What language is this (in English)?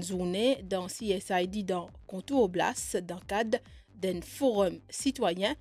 Morisyen